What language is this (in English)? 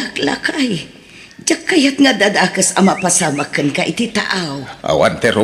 Iloko